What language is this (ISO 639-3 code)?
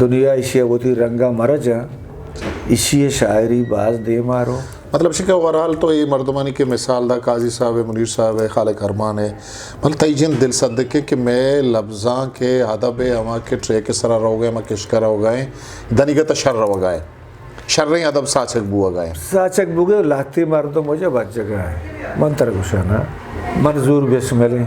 bgp